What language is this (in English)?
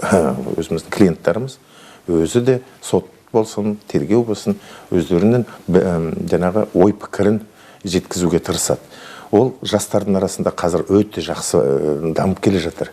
Kazakh